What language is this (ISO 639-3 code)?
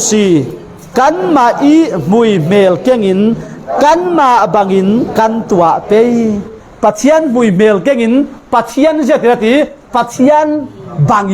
cfm